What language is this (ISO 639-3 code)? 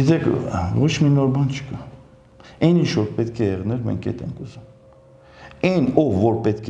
hye